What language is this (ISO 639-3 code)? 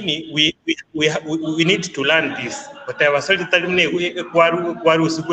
guz